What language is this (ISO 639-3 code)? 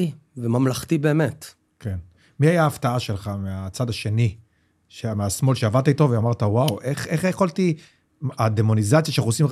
heb